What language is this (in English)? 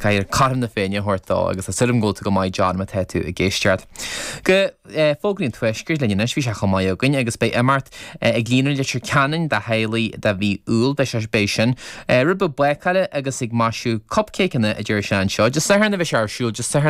Irish